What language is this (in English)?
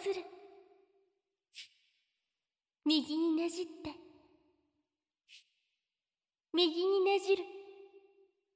Japanese